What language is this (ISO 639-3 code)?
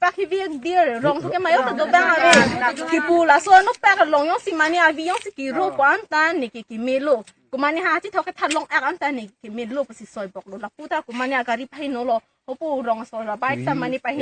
mjw